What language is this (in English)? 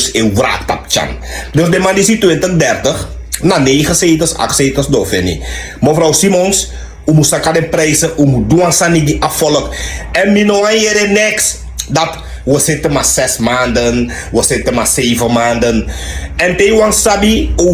Sranan Tongo